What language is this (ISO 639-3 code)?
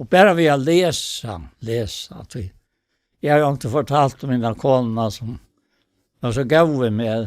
fao